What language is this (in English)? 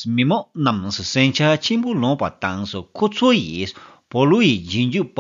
Tibetan